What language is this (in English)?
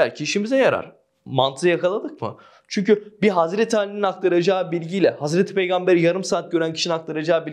Turkish